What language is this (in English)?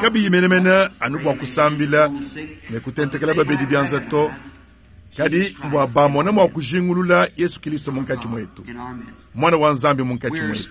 Luba-Lulua